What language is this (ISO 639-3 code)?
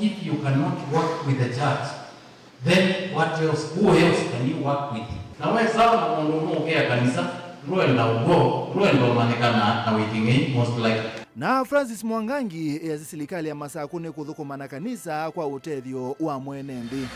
kam